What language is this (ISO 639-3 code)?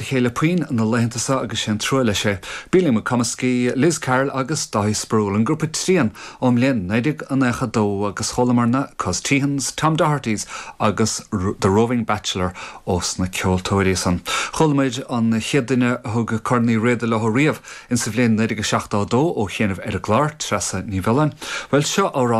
gle